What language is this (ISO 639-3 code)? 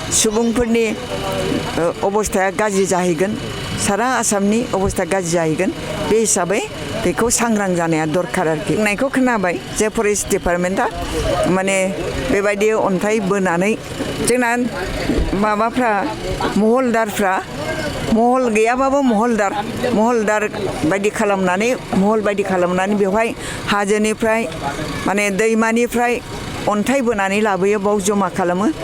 brx